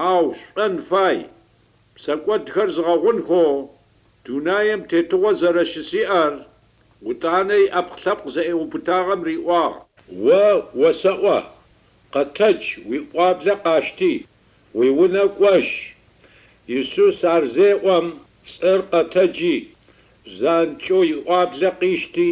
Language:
Adyghe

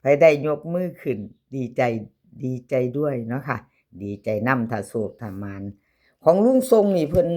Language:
Northeastern Thai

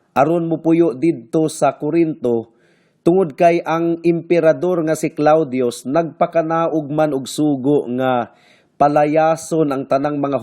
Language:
Cebuano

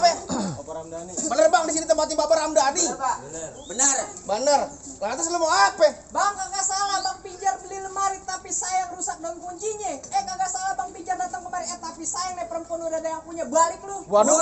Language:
Betawi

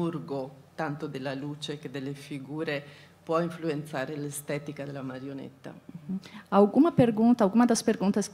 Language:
Italian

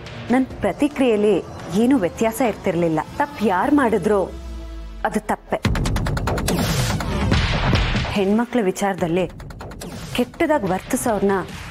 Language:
Kannada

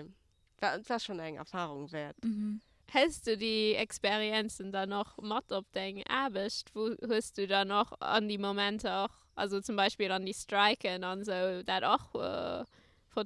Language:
Luxembourgish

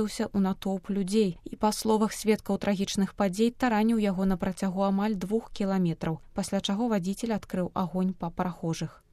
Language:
Belarusian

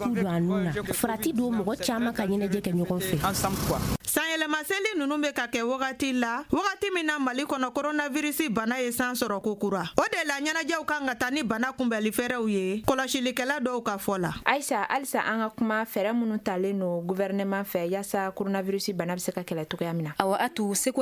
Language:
Bambara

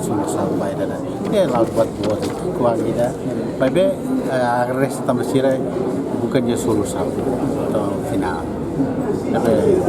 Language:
Tetum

